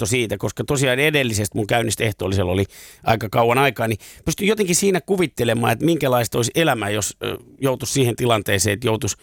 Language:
Finnish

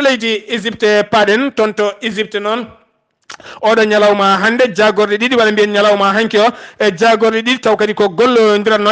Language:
Fula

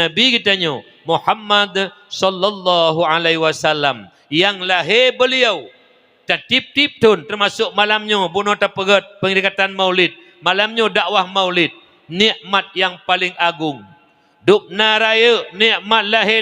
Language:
Achinese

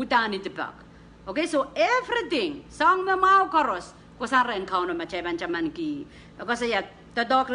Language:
Pohnpeian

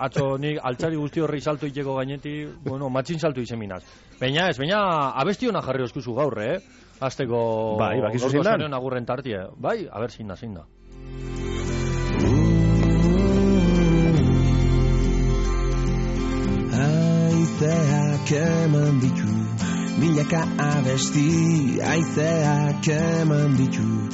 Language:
Basque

